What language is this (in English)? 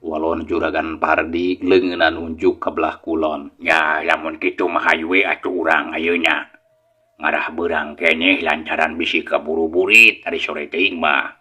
Sundanese